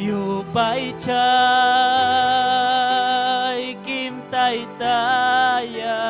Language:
Ayacucho Quechua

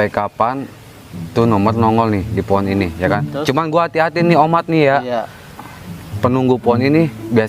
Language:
Betawi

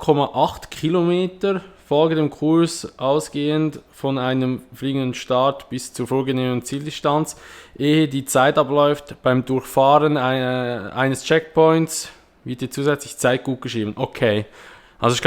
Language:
Swiss German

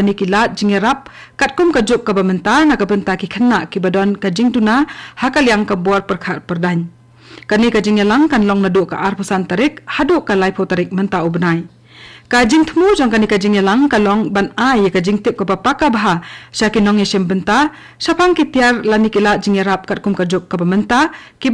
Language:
Khasi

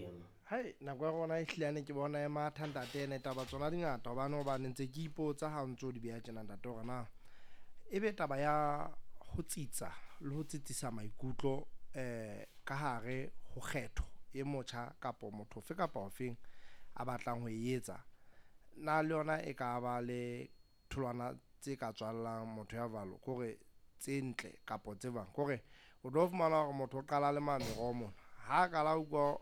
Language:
Southern Sotho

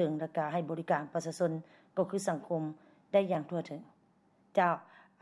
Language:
Lao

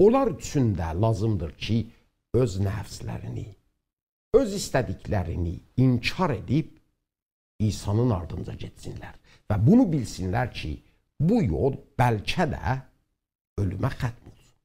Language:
South Azerbaijani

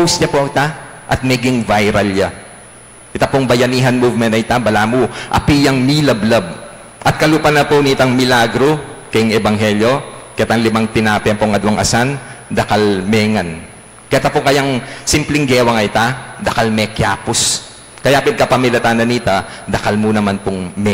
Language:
Pampanga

